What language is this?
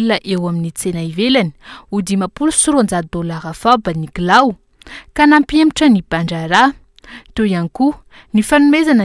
Malagasy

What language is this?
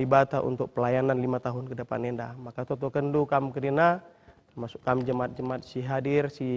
Batak Karo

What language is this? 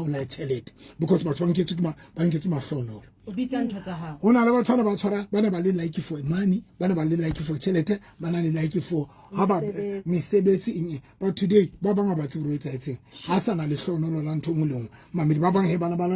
Southern Sotho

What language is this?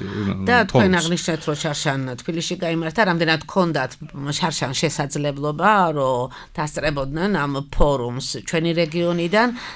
Georgian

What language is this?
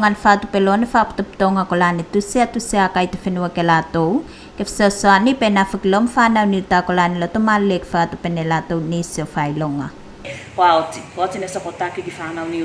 Tuvalu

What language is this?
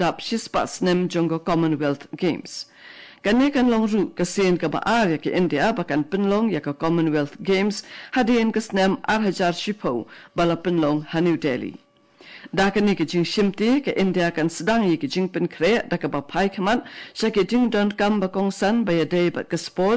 Khasi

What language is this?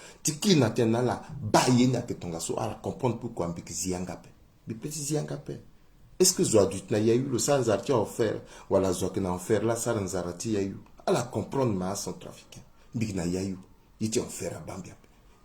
Sango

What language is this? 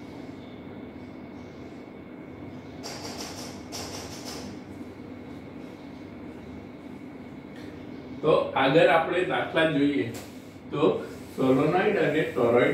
Gujarati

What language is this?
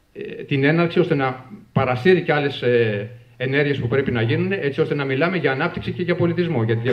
Greek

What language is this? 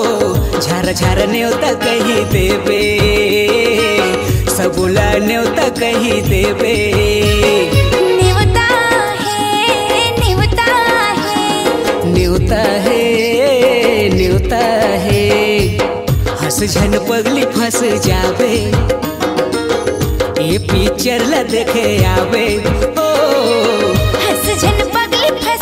Chhattisgarhi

